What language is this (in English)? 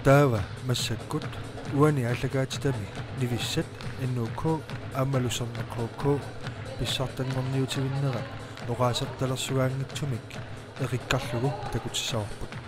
Kalaallisut